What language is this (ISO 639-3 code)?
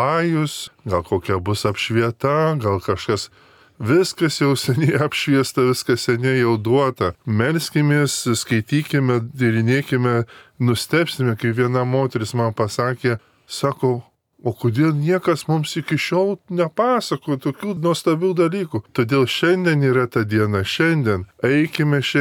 lit